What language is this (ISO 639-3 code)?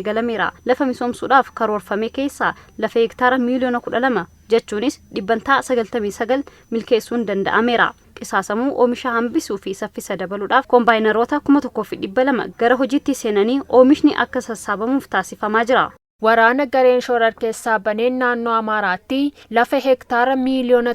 orm